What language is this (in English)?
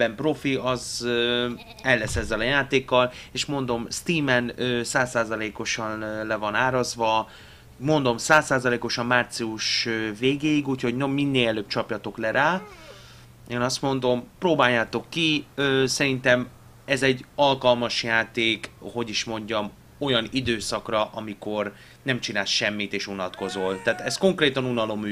Hungarian